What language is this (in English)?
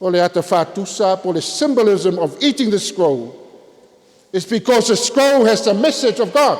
Samoan